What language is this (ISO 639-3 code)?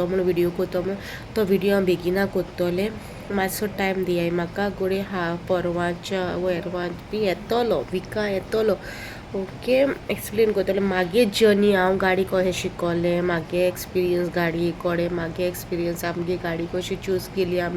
kok